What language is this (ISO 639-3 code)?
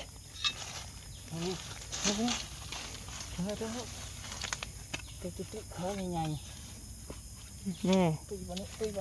tts